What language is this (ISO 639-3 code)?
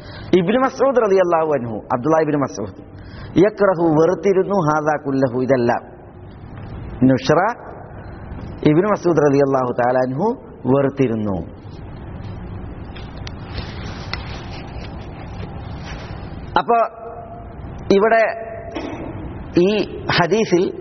mal